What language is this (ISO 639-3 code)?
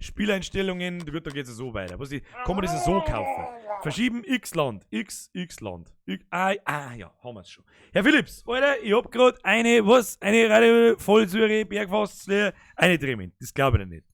bar